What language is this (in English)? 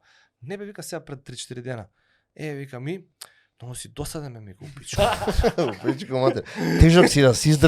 Macedonian